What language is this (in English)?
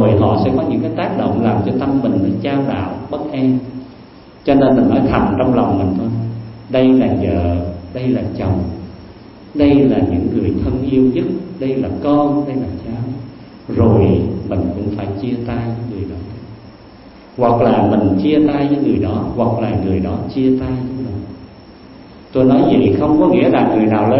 Vietnamese